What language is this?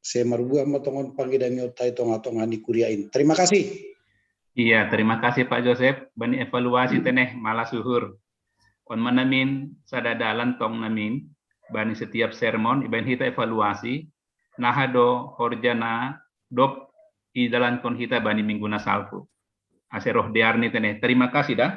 Batak Simalungun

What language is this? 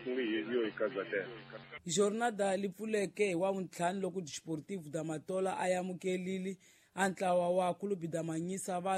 Tsonga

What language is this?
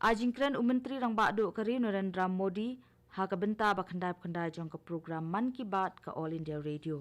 Khasi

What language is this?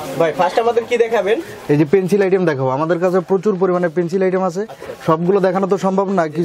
Bangla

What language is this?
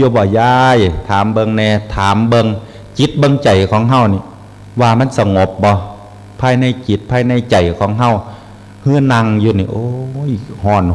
Northeastern Thai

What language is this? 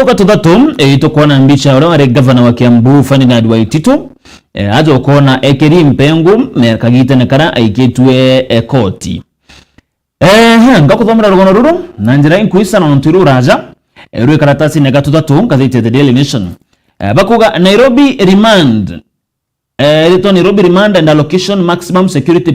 Meru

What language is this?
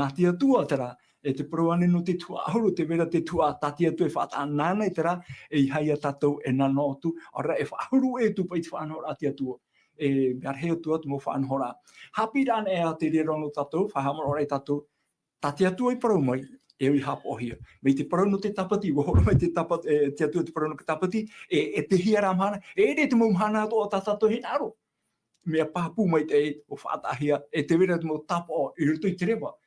Tahitian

